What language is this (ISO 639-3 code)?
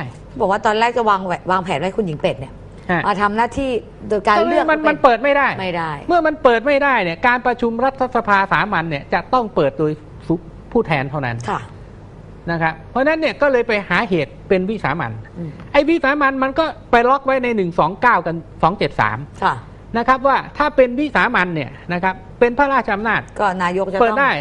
tha